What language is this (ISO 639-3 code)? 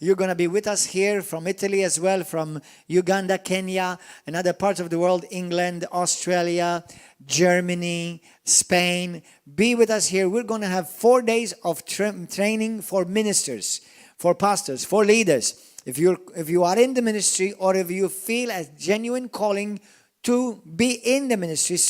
eng